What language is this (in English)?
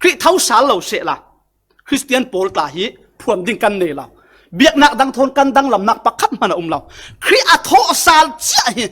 Falam Chin